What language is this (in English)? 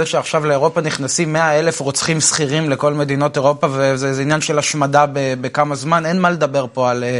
Hebrew